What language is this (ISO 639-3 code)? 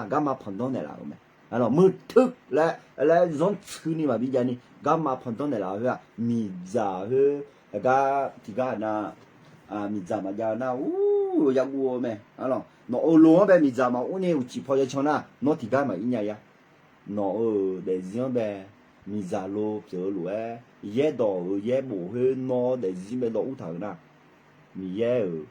ahk